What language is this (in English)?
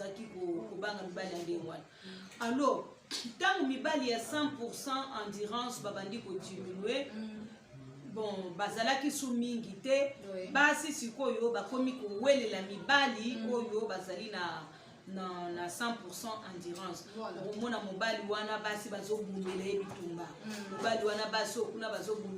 Lingala